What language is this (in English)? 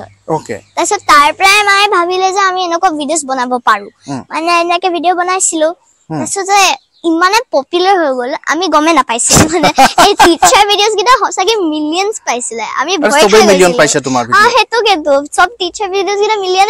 Assamese